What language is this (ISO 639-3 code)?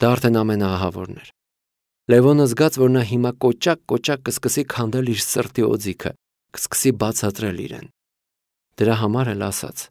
hye